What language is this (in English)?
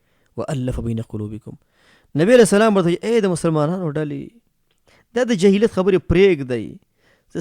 Pashto